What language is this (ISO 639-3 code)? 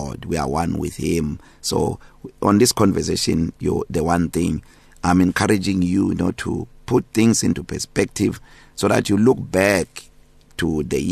eng